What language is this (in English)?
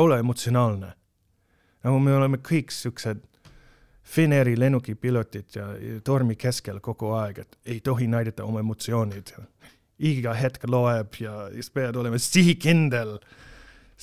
Estonian